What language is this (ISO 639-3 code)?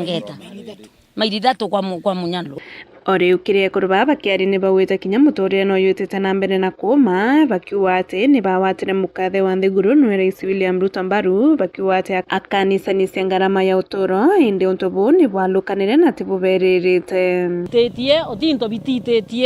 mer